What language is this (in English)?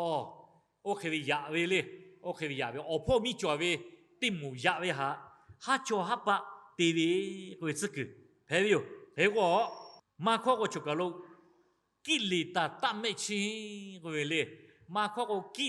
Lahu